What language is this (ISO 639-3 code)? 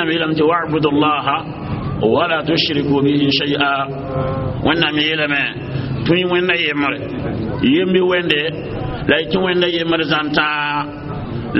mos